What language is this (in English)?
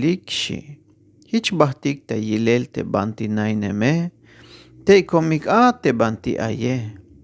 Tzeltal